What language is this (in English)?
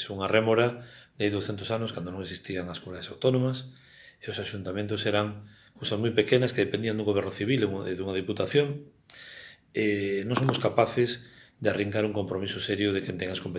Galician